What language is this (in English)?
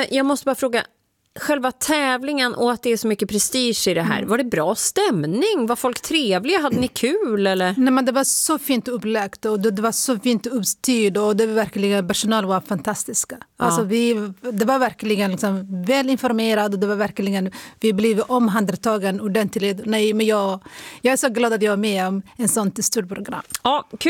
Swedish